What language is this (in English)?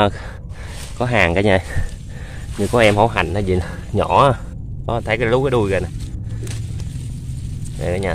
Vietnamese